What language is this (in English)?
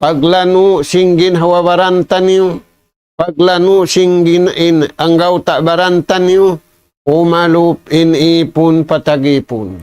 Tausug